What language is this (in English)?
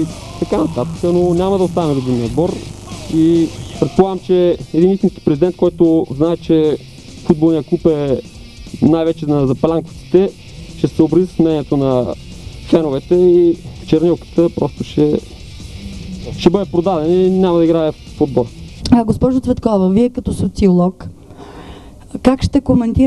Bulgarian